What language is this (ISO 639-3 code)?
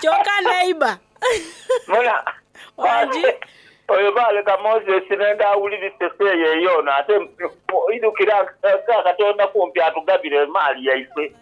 xog